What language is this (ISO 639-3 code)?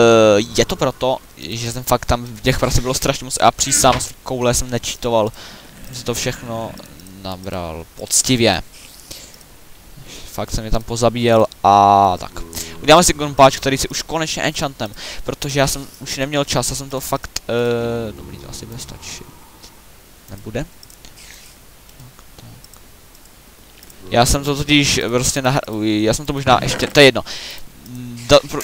ces